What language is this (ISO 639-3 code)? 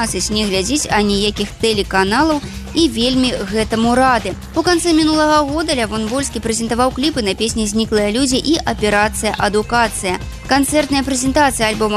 bel